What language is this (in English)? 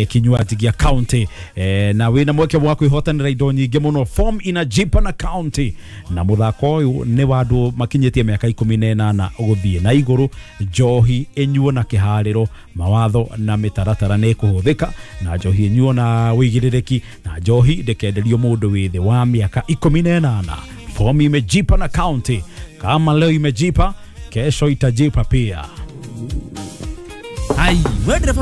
Kikuyu